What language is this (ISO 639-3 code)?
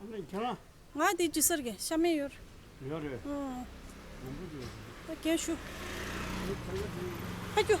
bod